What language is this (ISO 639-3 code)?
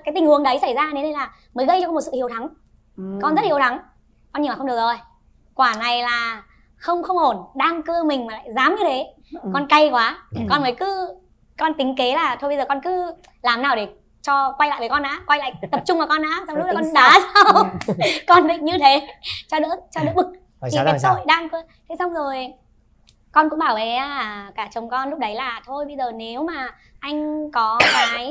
vie